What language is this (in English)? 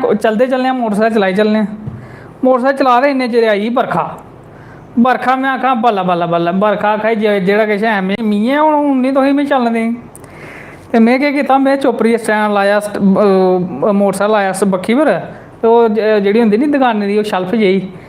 Dogri